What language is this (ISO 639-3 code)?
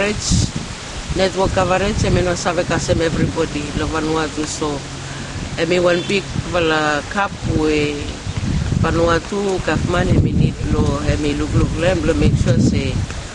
bis